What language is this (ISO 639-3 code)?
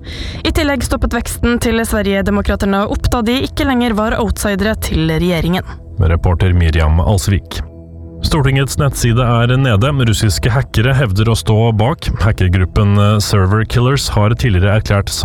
nor